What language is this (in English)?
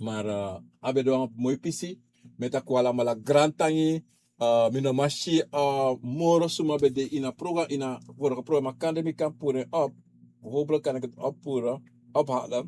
Sranan Tongo